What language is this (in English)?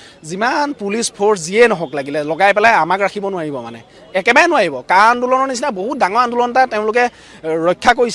Assamese